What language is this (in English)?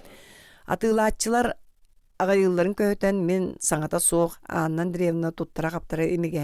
Yakut